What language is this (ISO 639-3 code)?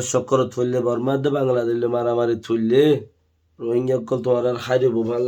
rhg